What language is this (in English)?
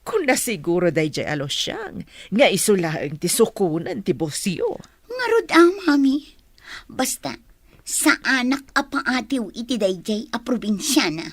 Iloko